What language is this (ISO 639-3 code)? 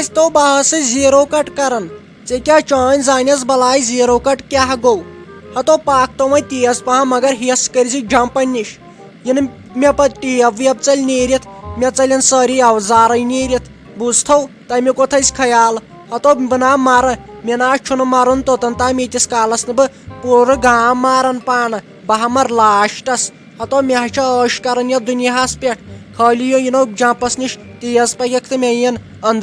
kas